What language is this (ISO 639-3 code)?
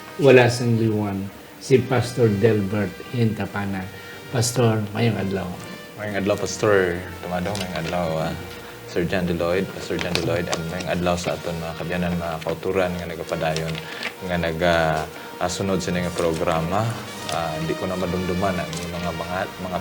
hil